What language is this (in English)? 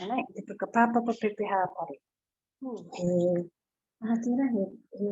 Māori